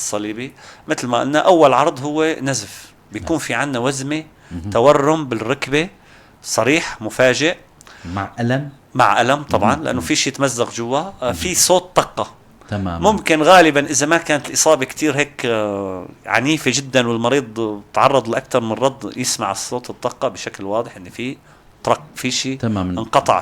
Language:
North Levantine Arabic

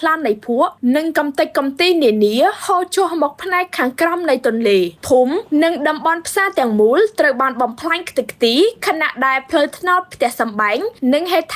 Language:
Khmer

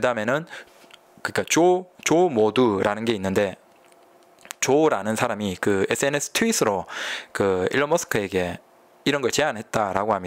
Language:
Korean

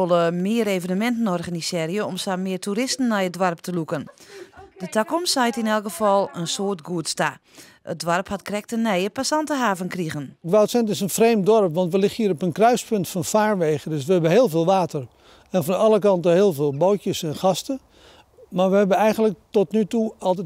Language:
Western Frisian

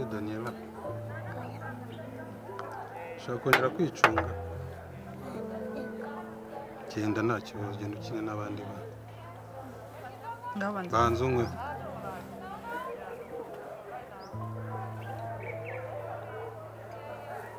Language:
Kinyarwanda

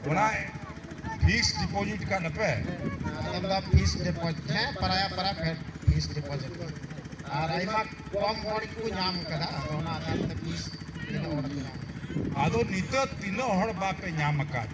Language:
Santali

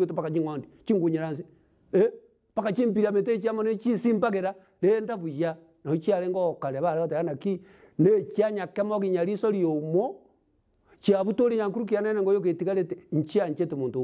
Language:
Gusii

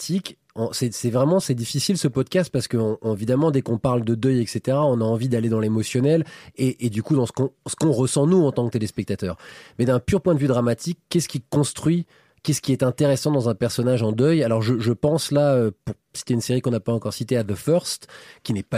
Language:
French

